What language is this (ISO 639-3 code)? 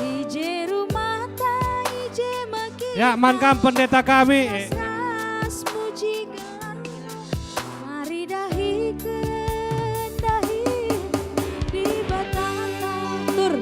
btx